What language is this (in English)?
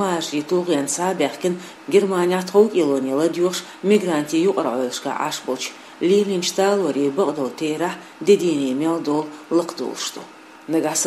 Chechen